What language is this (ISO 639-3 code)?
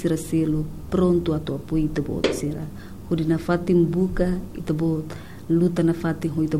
tet